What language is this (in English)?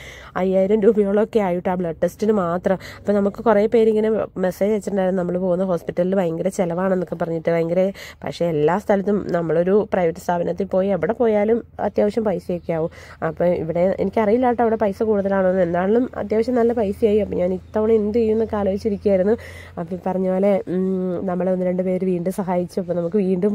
Malayalam